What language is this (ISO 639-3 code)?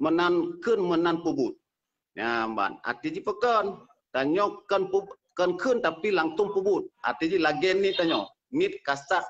ace